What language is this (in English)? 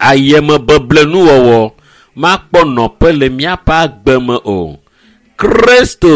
Ewe